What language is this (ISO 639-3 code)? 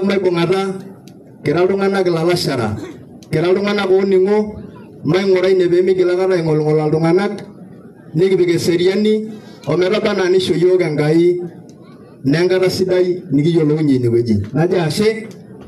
mas